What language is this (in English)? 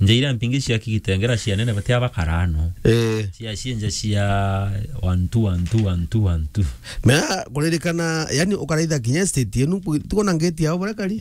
Meru